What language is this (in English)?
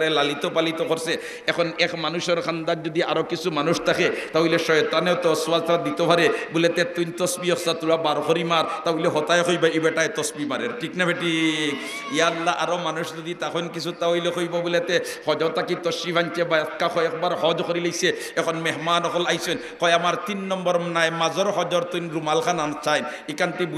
Sylheti